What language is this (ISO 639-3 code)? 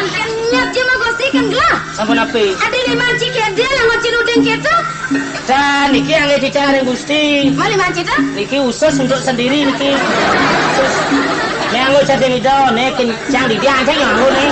ban